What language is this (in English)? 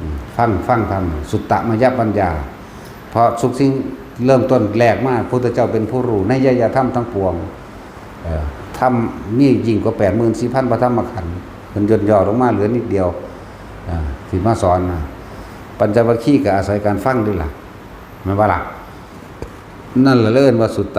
Northeastern Thai